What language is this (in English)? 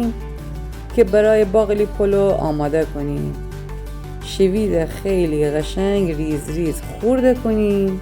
Gilaki